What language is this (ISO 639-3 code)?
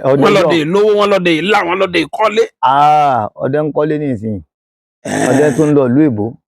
yor